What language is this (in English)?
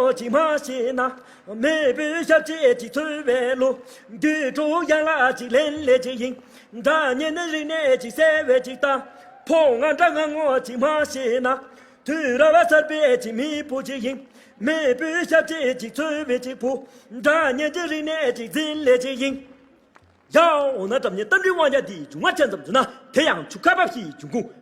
Tibetan